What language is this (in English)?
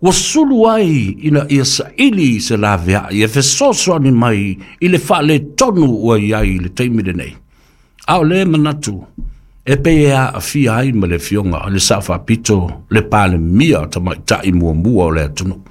Samoan